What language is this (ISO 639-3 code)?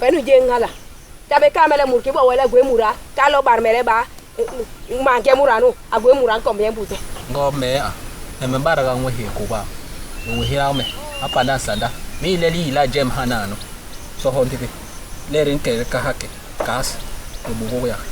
bas